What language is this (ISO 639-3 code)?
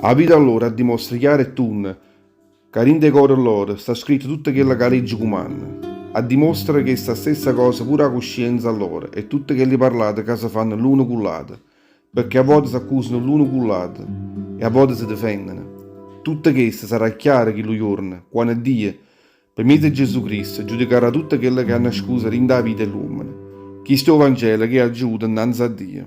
nap